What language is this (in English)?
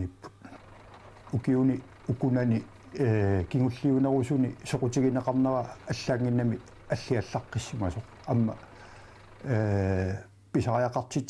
Kalaallisut